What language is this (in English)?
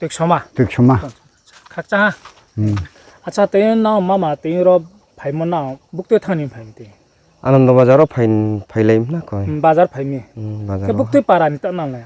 Riang (India)